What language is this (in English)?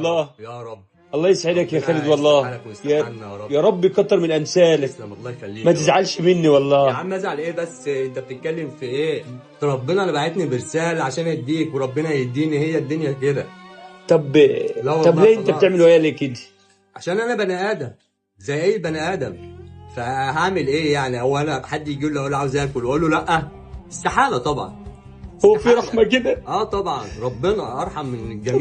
Egyptian Arabic